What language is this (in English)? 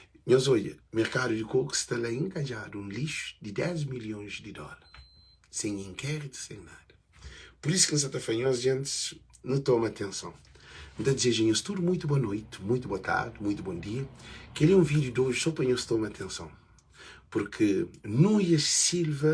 Kabuverdianu